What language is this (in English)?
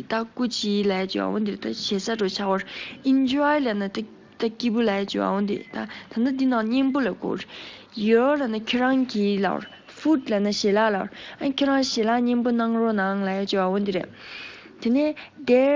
Tibetan